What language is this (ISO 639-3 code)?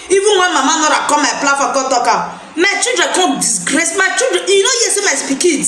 pcm